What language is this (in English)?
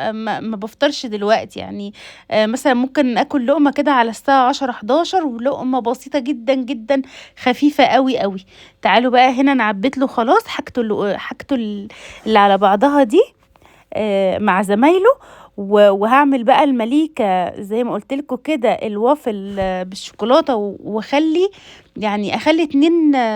Egyptian Arabic